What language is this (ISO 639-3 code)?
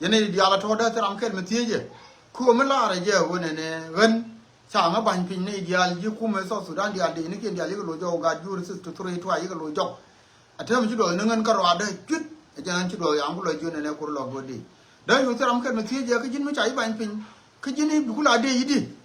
nus